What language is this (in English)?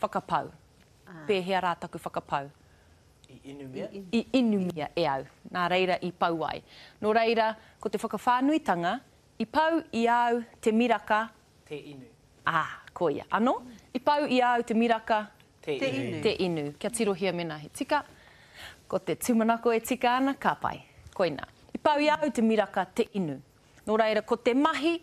Māori